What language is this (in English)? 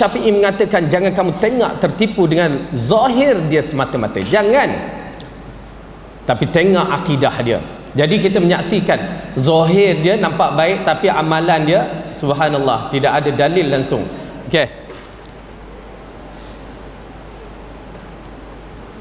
Malay